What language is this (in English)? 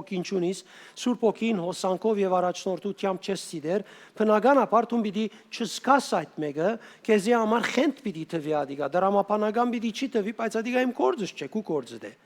Western Armenian